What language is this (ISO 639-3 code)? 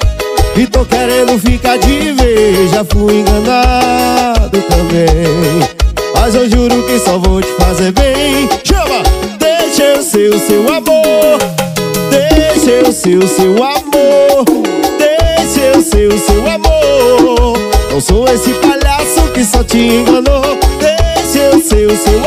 por